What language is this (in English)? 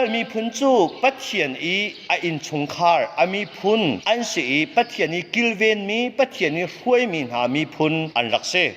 Hakha Chin